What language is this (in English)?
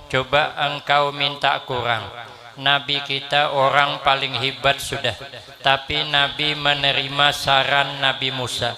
Banjar